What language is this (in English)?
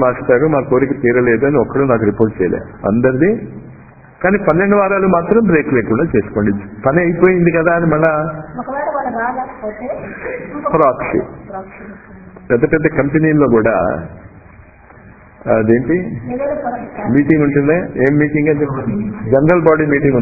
Telugu